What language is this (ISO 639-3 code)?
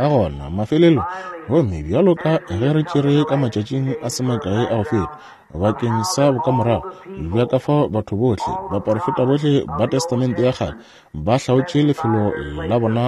nso